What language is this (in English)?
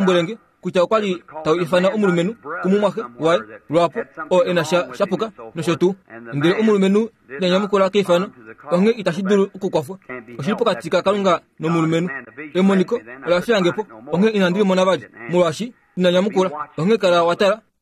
Kuanyama